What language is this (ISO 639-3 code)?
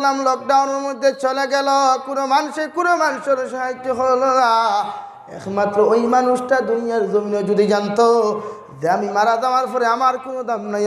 syl